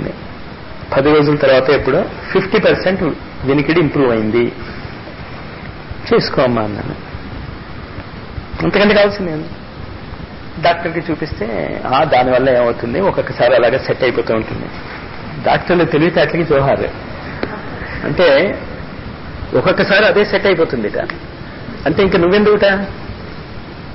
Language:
Telugu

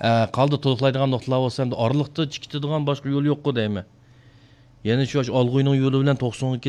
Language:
Uyghur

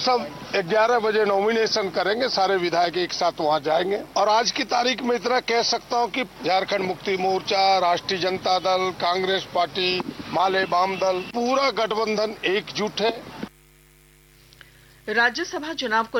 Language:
Hindi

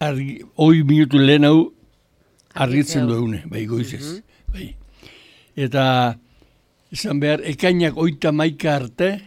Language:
Basque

